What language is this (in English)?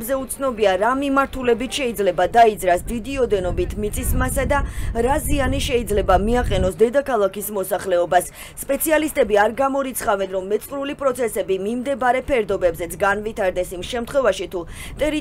Georgian